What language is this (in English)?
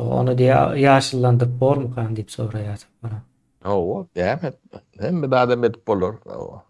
Turkmen